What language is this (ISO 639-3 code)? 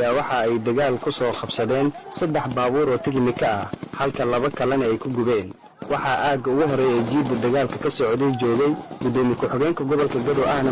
som